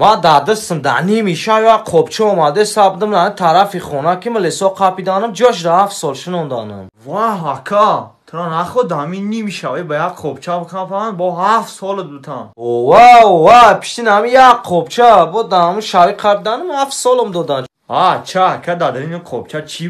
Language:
Tajik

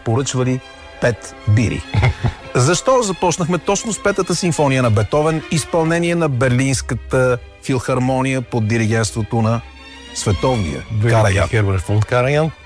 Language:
Bulgarian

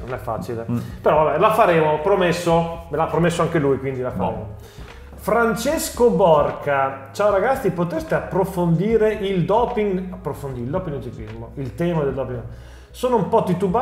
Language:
Italian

